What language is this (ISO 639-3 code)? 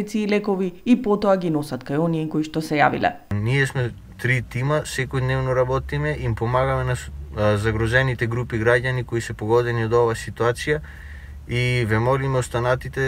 mkd